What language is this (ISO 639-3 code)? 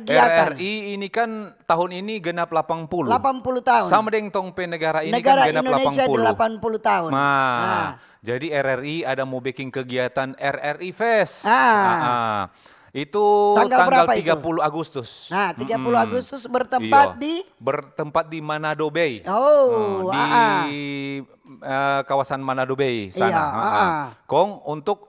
xmm